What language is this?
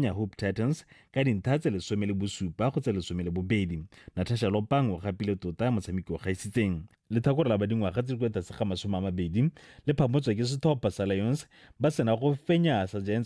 Tswana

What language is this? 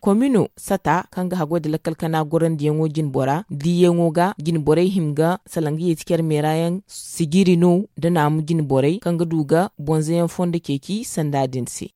Zarma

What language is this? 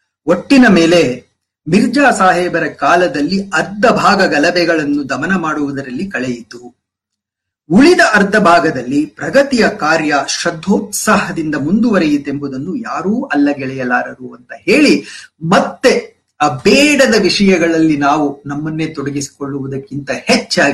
Kannada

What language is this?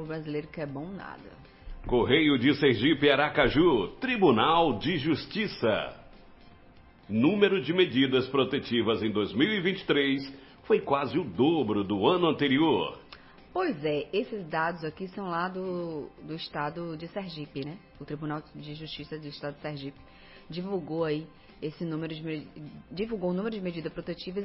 Portuguese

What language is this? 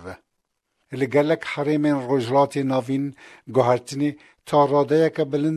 Kurdish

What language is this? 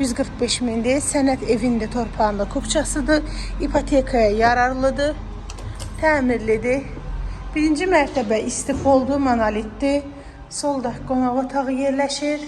Azerbaijani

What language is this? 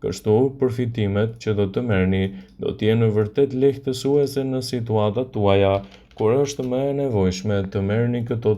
Albanian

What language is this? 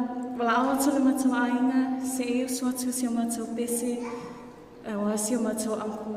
Samoan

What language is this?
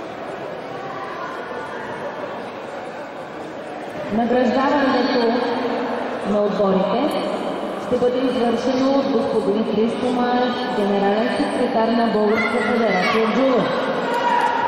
Bulgarian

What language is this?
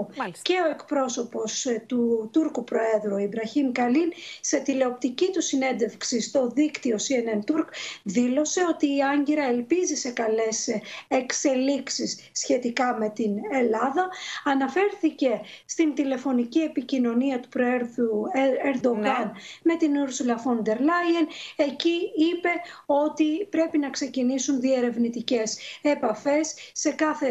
Greek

